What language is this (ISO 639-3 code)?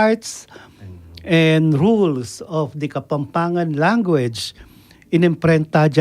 pam